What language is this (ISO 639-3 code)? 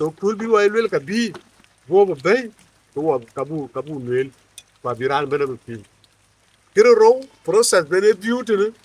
din